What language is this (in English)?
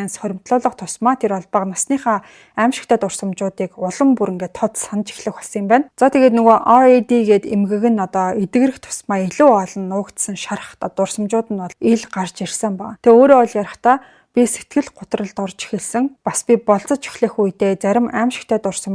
Mongolian